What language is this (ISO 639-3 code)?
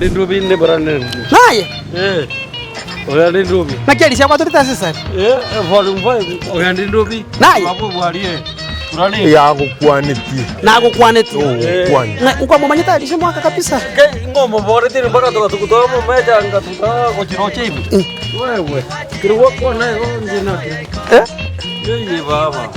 guz